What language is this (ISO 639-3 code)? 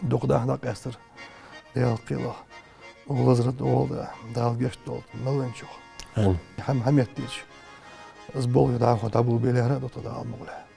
inh